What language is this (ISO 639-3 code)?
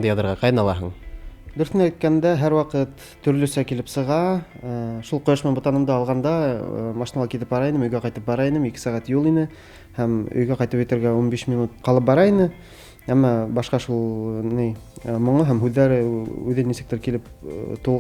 bak